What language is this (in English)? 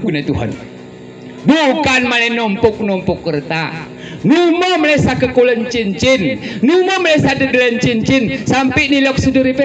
Gayo